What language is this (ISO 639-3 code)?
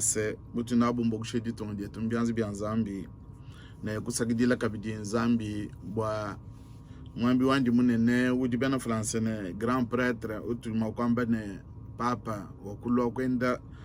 lua